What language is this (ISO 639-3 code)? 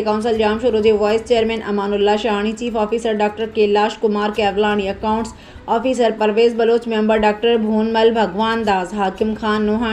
snd